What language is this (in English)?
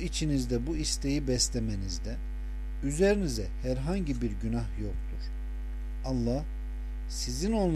Turkish